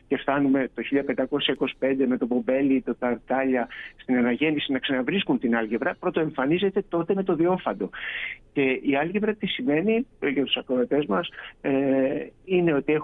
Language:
Greek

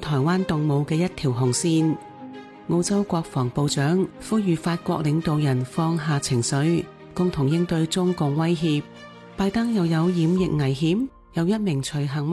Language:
Cantonese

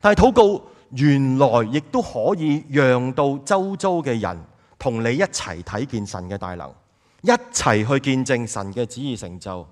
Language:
Cantonese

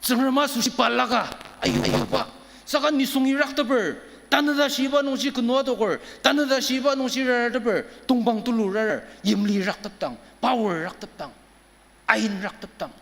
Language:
Ao Naga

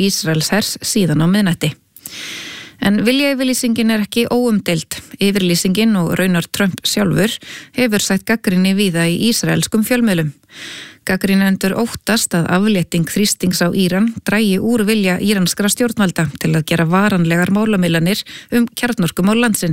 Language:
Icelandic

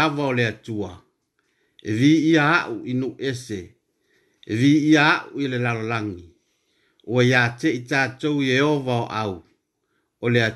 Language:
Samoan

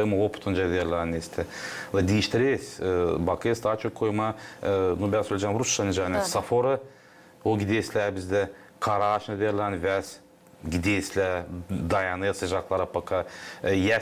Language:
Gagauz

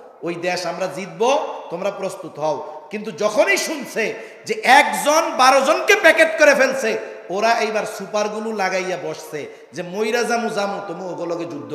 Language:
Bangla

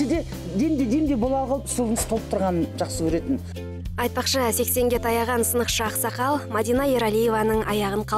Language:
Kazakh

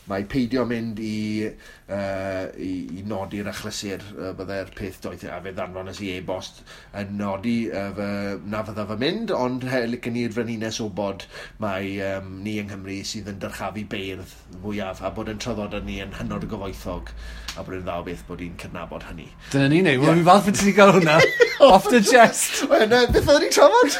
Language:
Welsh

